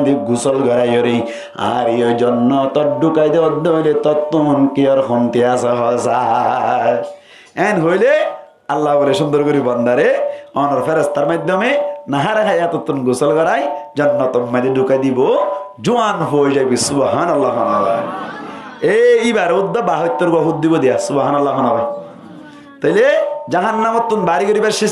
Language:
Rohingya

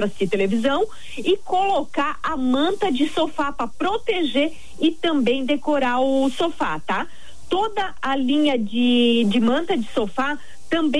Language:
Portuguese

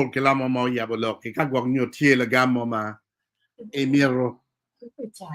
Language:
Acoli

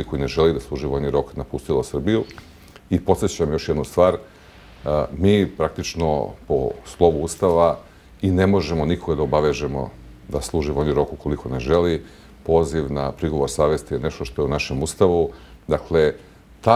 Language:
Serbian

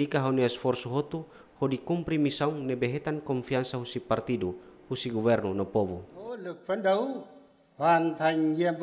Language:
Tetum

